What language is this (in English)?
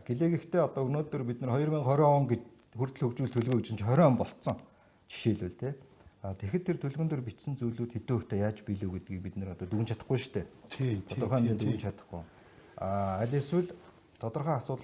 Mongolian